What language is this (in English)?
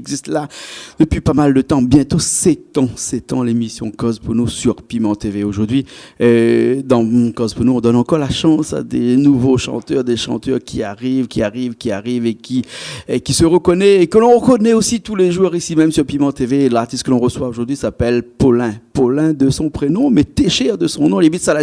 Réunion Creole French